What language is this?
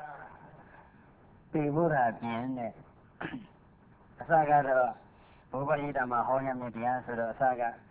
Burmese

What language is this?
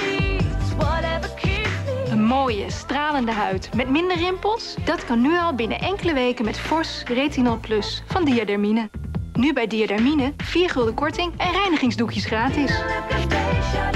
Dutch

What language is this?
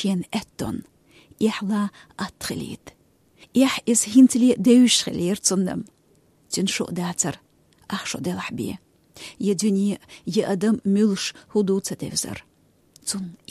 Chechen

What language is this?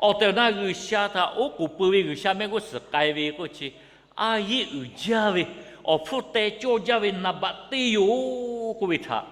Lahu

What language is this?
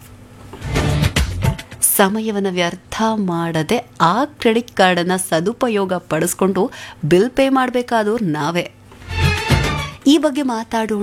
Kannada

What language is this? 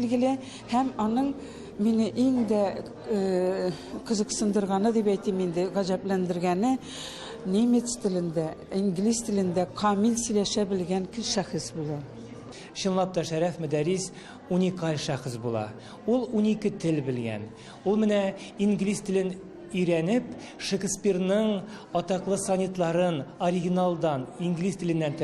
Tatar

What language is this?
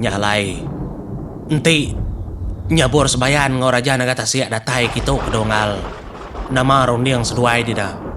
Iban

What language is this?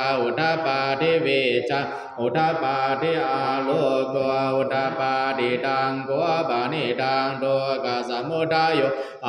Pali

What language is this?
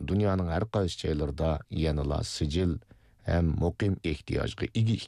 Uyghur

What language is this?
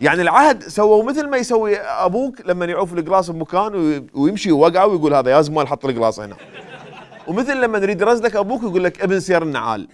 Mesopotamian Arabic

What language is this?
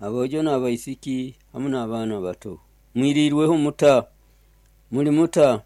Nyoro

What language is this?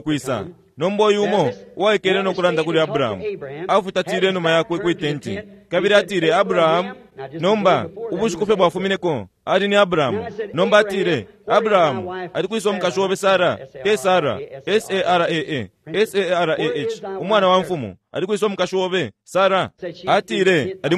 Bemba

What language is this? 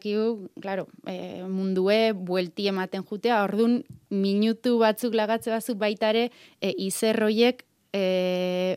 Basque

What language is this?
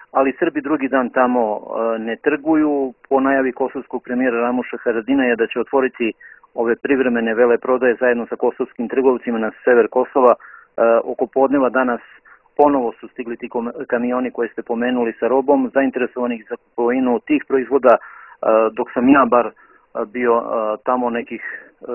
Serbian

